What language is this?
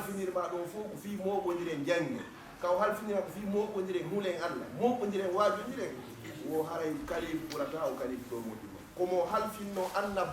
Fula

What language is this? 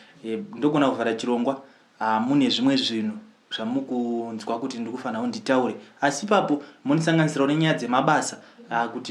Shona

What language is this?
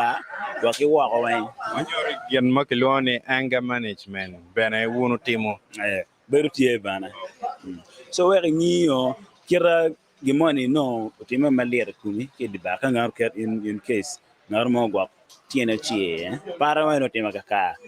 Acoli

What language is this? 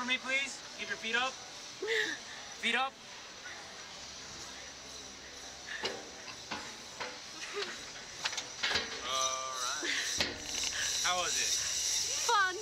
English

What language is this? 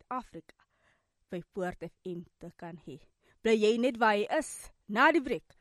Afrikaans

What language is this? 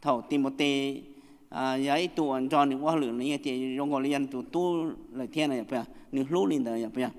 Hmong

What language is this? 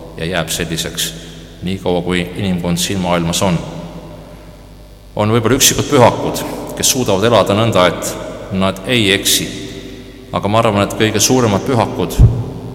Estonian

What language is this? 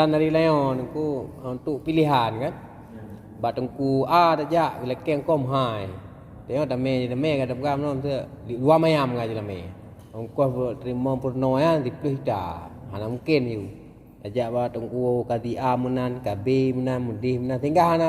Achinese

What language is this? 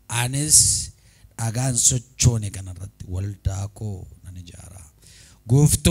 Oromo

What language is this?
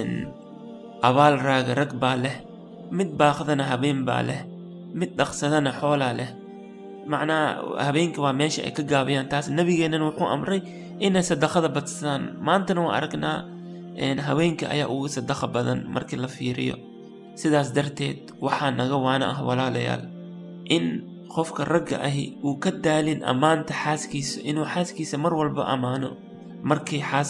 Somali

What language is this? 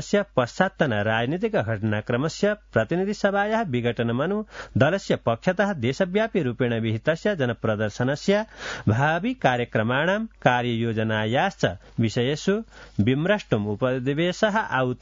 Sanskrit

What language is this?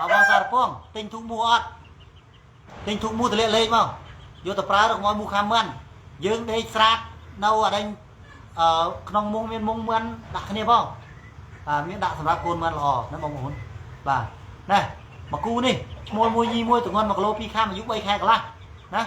Khmer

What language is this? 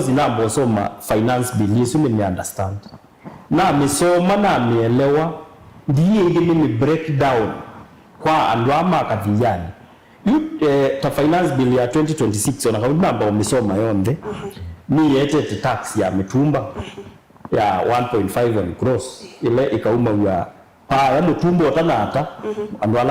Kamba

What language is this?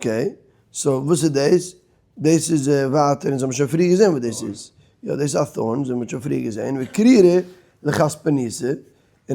Yiddish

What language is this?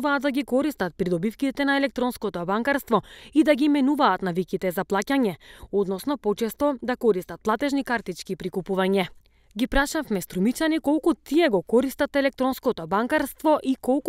Macedonian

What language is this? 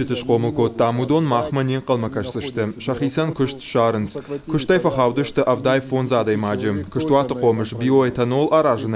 Ossetic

